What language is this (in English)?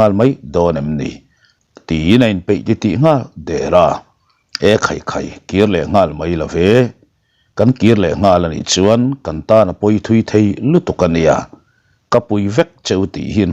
Mizo